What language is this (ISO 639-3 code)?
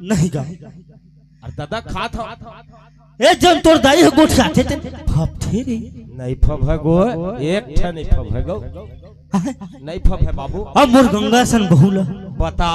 hne